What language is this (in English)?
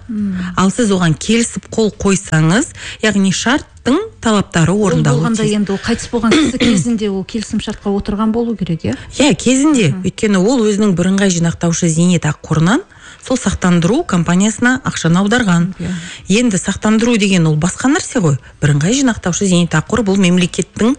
Kazakh